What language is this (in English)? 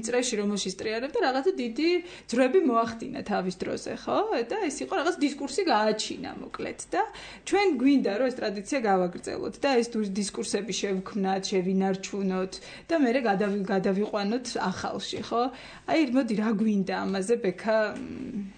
Georgian